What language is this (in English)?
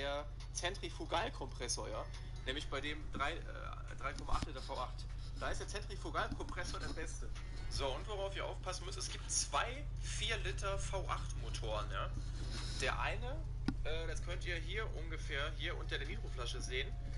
Bavarian